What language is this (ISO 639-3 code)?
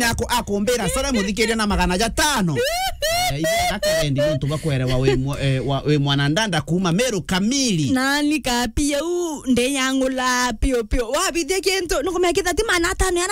mer